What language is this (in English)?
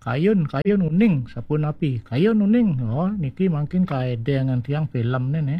Balinese